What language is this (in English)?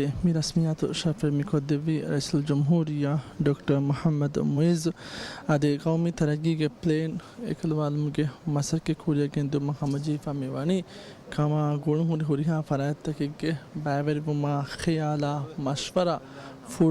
Divehi